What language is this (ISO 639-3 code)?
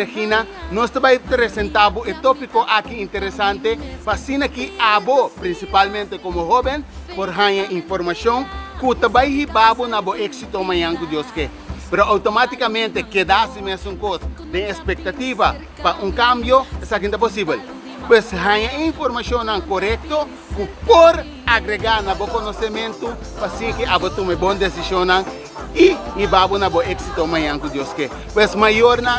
pap